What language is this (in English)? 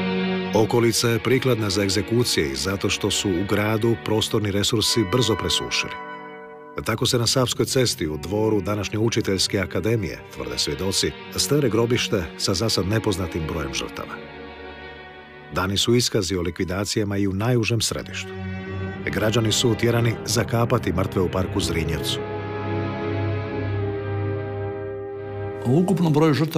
Croatian